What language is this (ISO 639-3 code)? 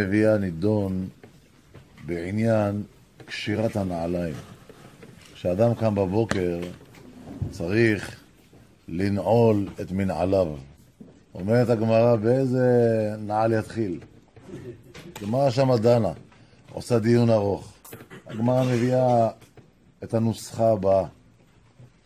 heb